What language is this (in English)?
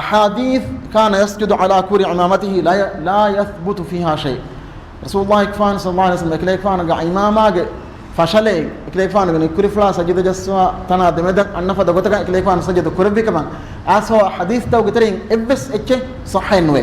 Divehi